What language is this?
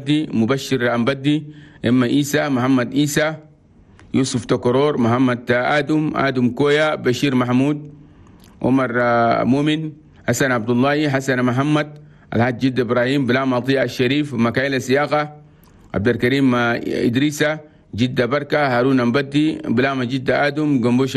Chadian Arabic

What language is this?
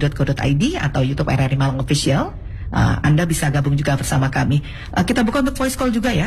Indonesian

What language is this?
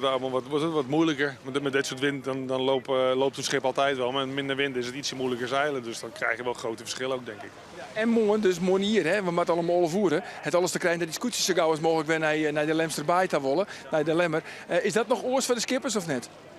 Western Frisian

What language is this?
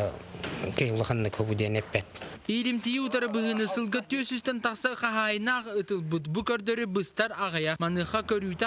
Yakut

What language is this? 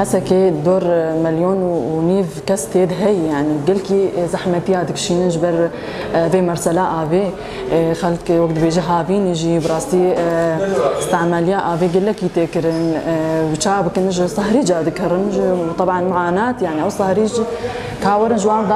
Kurdish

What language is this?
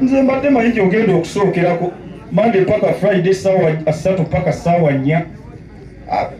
Ganda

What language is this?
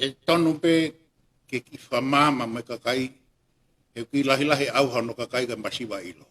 Tongan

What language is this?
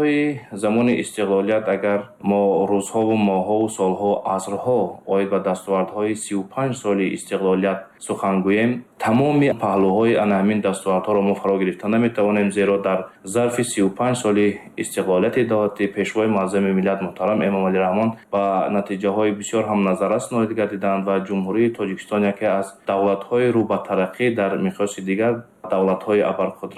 Tajik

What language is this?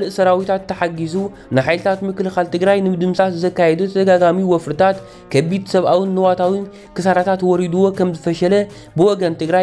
Tigrinya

